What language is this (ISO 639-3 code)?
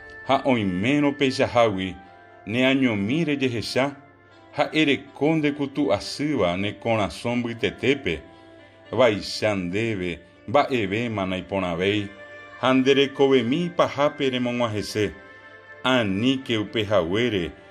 grn